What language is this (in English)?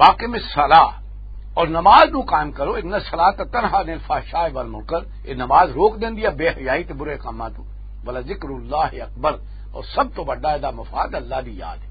Western Panjabi